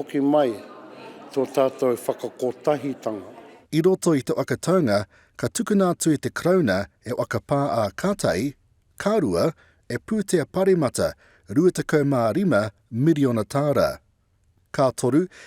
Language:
Māori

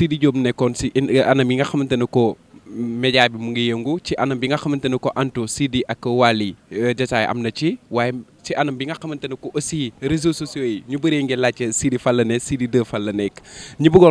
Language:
Wolof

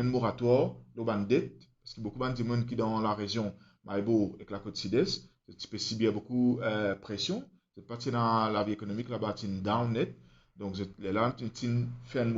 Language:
Morisyen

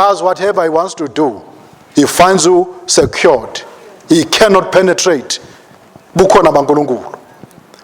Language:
Swati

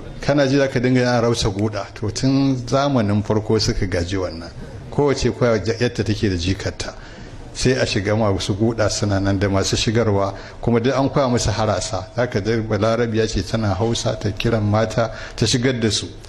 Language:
Hausa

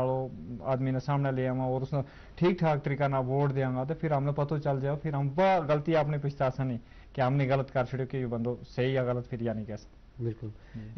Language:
Gujari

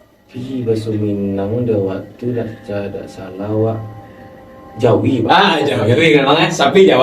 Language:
Minangkabau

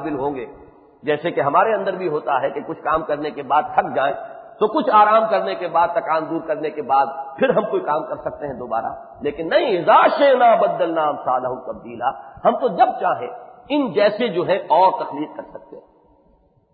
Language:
Urdu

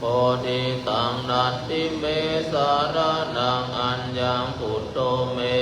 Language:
Pali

